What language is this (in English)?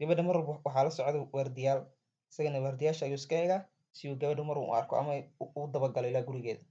Somali